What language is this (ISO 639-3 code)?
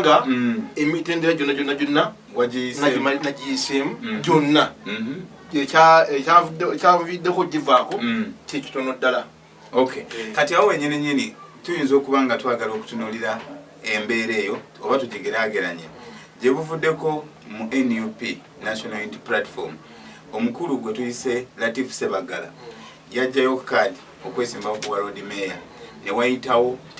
lug